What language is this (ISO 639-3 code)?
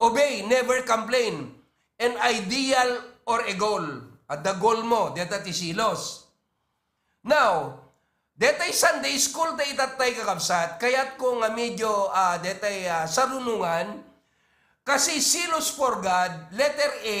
ilo